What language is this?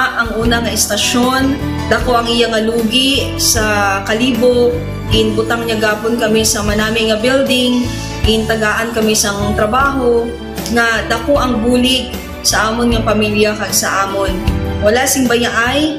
Hiligaynon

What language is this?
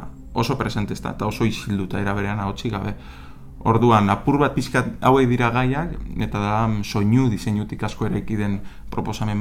Basque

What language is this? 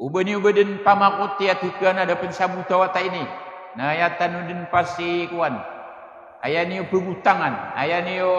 Maranao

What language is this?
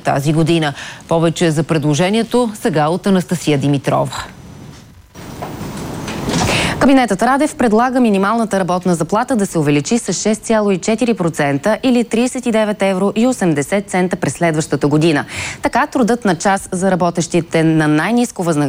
Bulgarian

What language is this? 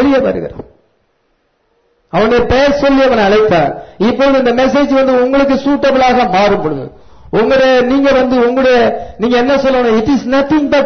Tamil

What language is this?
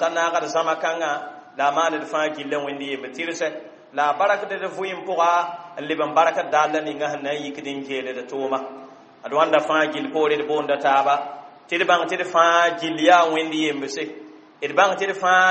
Mossi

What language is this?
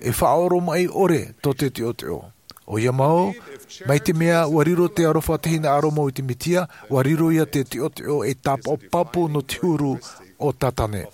Tahitian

